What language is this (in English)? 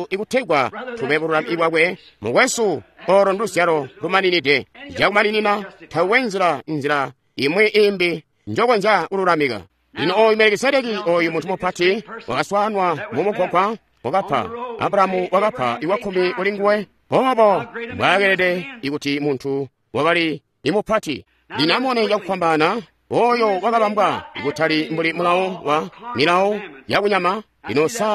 Tonga (Zambia)